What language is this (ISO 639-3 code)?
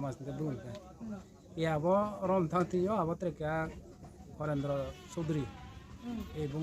ria